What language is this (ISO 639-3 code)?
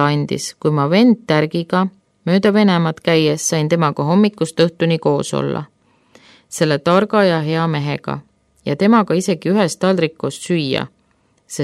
est